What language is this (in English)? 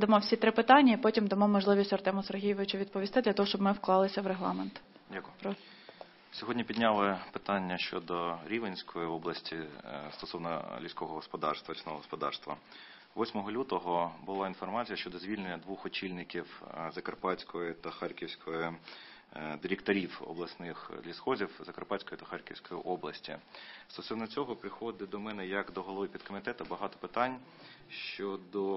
Ukrainian